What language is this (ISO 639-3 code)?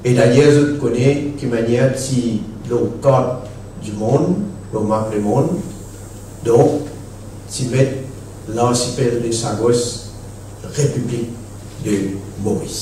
mfe